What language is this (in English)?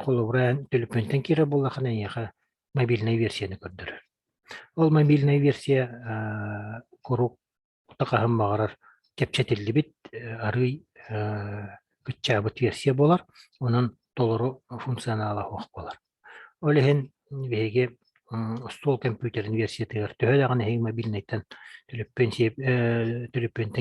Yakut